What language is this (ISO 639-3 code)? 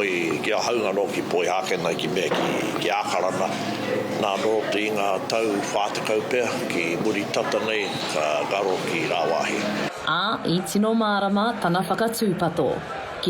mri